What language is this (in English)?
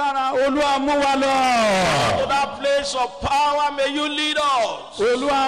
Yoruba